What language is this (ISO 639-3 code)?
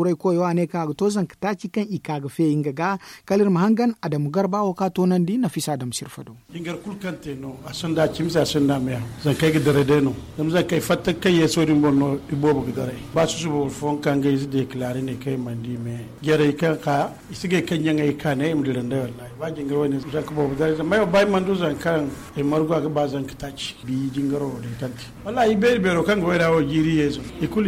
dje